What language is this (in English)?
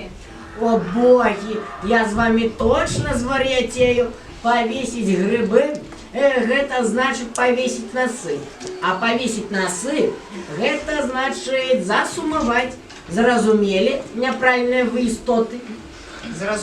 Belarusian